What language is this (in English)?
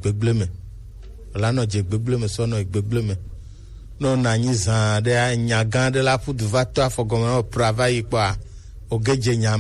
Gen